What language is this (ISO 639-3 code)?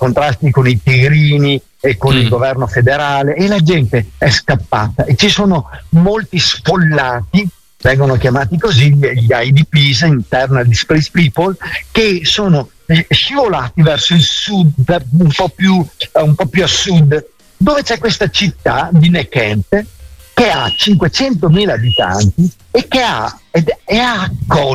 ita